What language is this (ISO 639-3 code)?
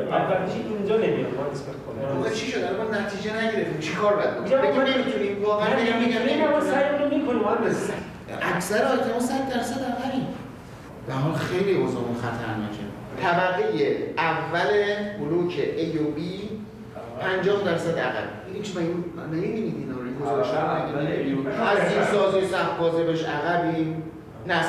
fas